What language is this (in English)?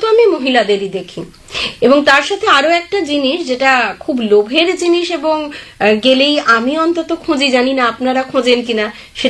Bangla